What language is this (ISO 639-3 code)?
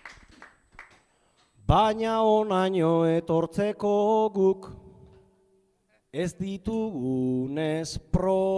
eus